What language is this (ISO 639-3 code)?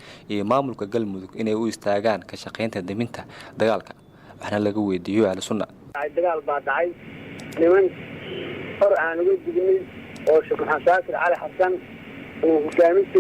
som